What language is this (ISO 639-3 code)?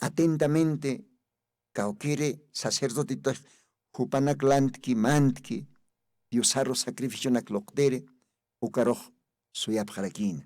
aym